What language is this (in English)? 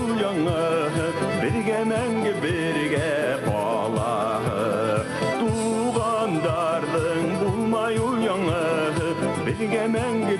Bashkir